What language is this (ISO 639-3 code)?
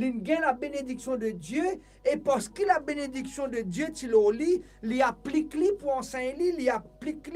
mfe